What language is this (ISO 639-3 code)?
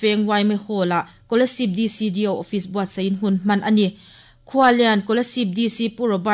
lus